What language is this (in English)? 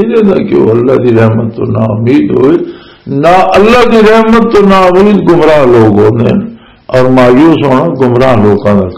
Western Panjabi